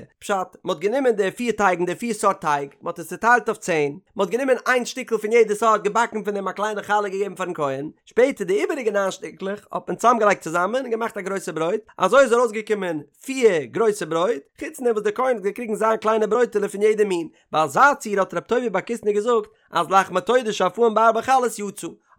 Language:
Yiddish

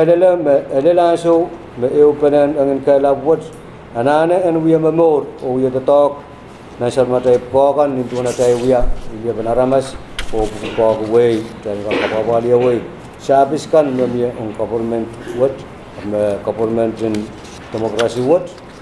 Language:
Pohnpeian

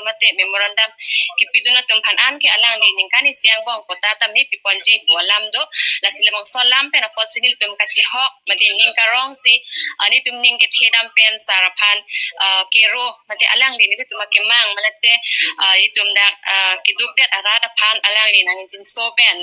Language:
Karbi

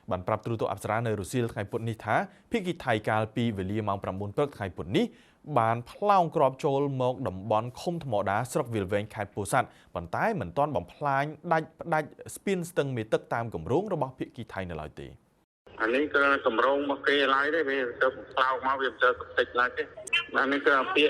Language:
Khmer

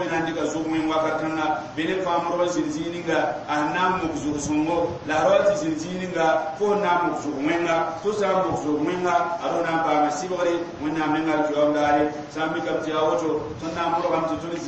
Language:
Mossi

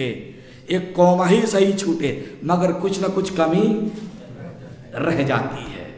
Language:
Urdu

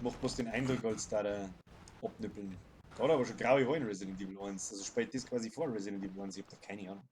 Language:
Bavarian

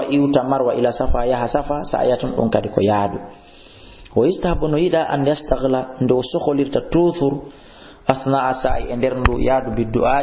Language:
Fula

